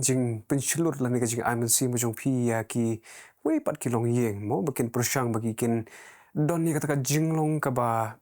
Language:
Khasi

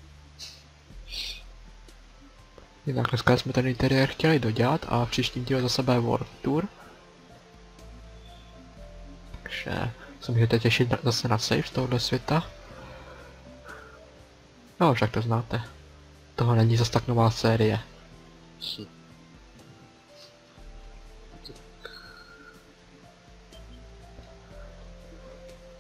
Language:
Czech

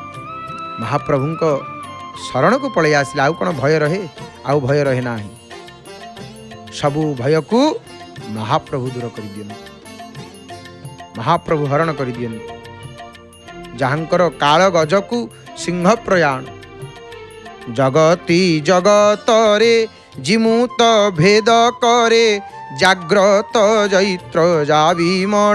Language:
Odia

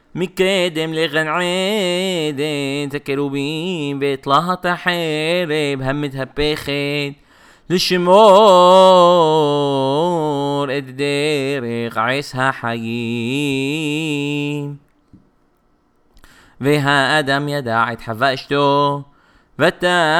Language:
Hebrew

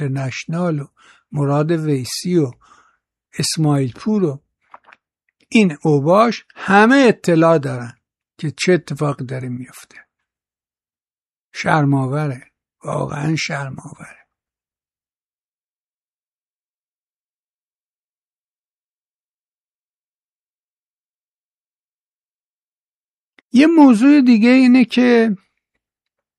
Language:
Persian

